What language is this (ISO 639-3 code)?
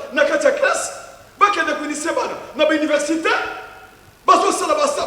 lin